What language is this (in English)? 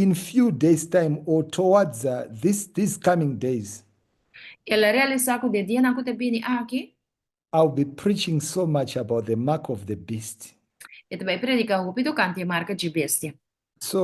Papiamento